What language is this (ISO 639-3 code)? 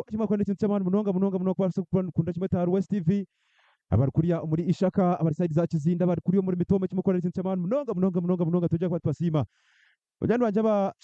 nyn